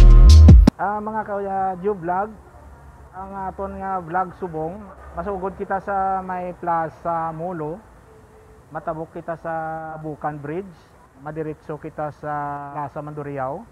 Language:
Hiligaynon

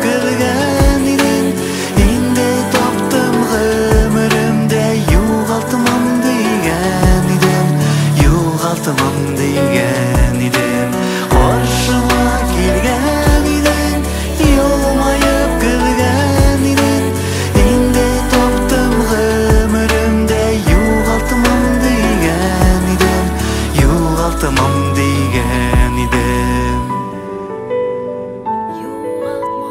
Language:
Tatar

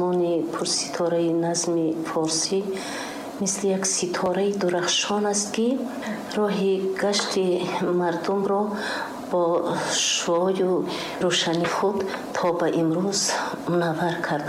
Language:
Tajik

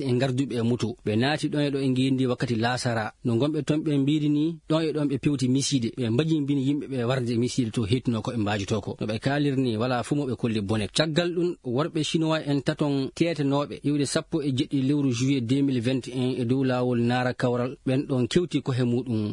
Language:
Fula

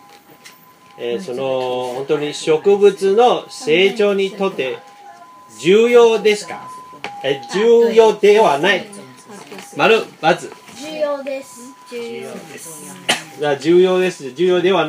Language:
Japanese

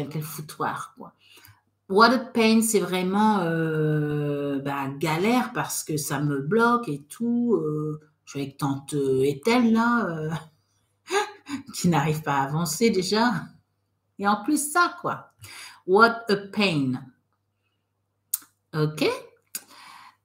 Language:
French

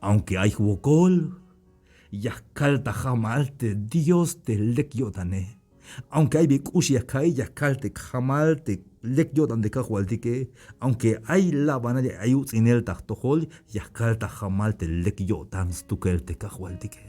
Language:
Tzeltal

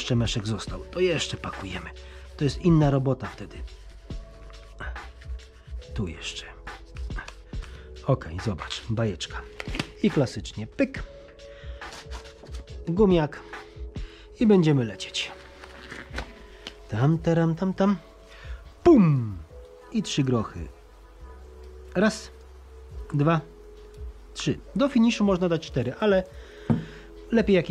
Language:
Polish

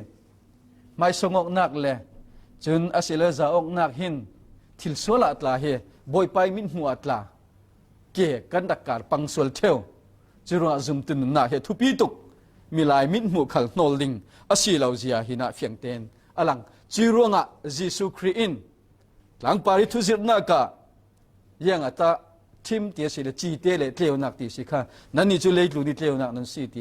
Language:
Falam Chin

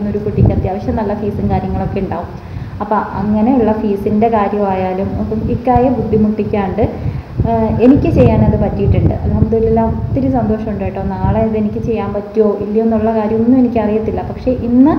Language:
Malayalam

